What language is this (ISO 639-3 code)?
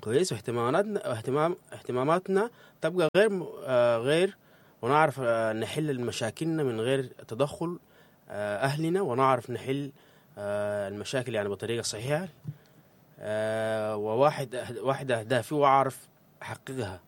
apd